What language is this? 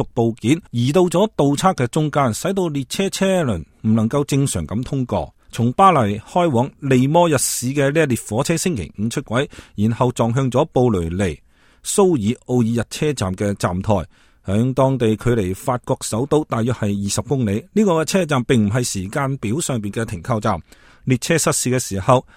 Cantonese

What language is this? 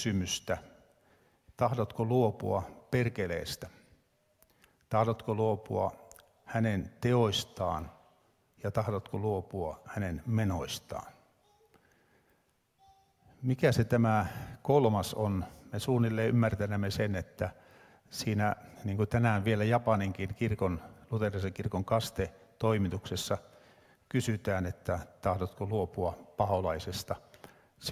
Finnish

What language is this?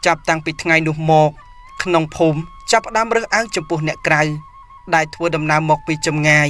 Khmer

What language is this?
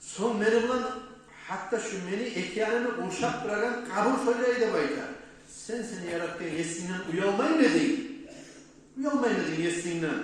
Kumyk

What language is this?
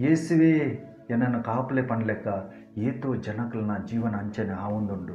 Tulu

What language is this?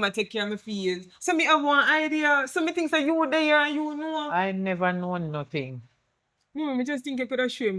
Jamaican Creole English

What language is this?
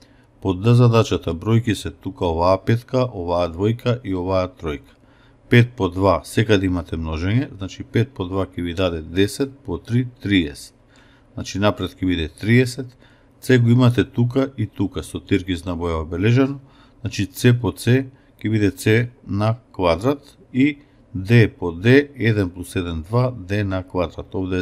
Macedonian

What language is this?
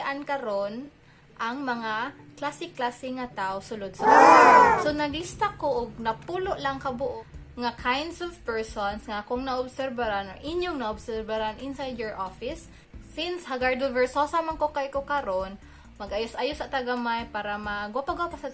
Cebuano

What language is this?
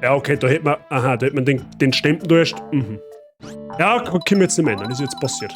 Bavarian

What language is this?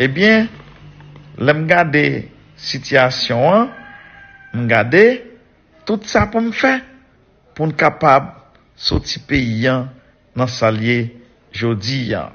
Haitian Creole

